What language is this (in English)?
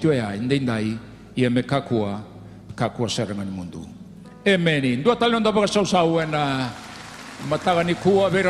Fijian